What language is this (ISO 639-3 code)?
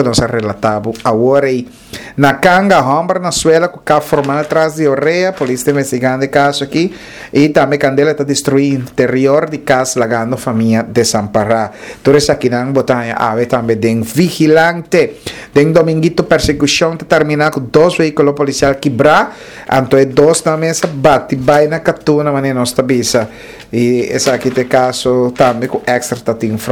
pap